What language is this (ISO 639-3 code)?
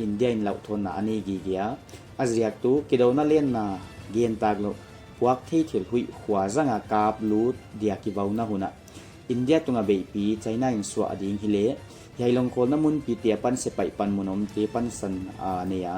pck